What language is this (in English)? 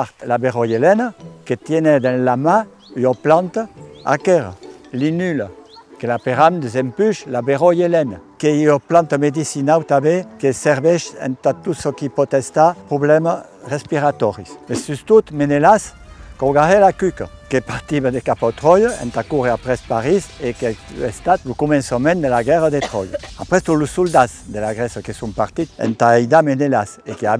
Occitan